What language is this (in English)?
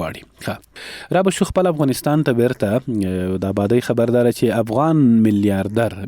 Pashto